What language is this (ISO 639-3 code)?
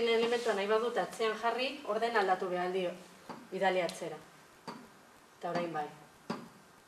eus